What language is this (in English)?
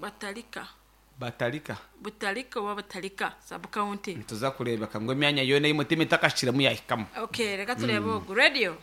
Nyankole